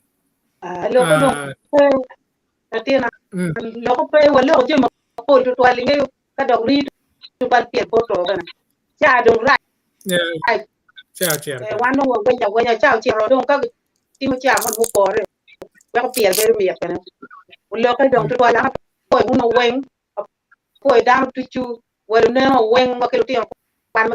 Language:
Acoli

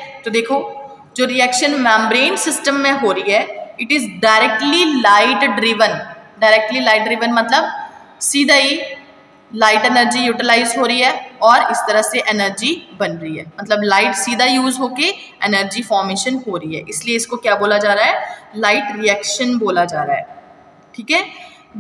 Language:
Hindi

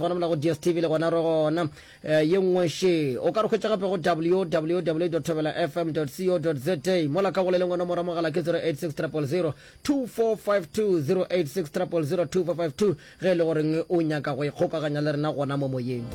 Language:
Northern Sotho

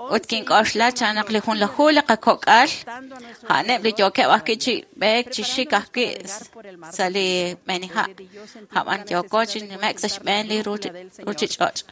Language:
Kekchí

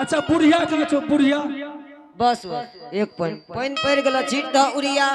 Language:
Angika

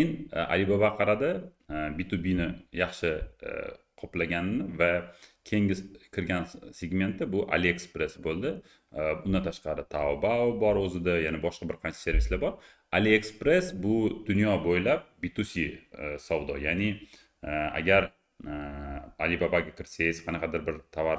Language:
Uzbek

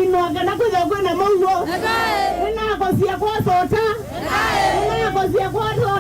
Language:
Kamba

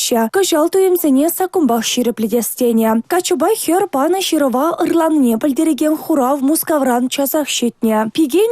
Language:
Chuvash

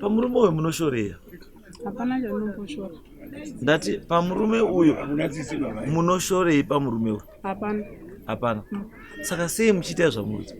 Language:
Shona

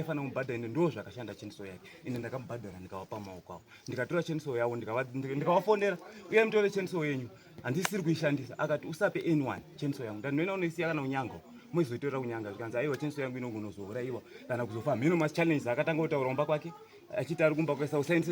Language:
Shona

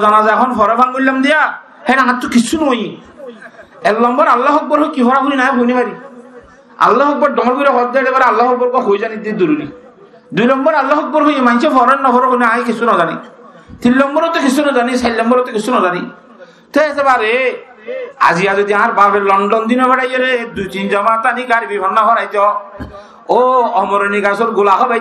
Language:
Rohingya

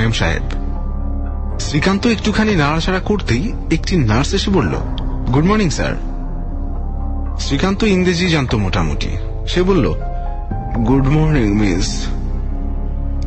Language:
Bangla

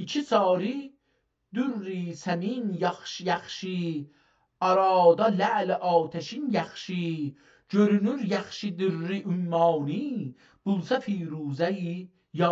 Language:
South Azerbaijani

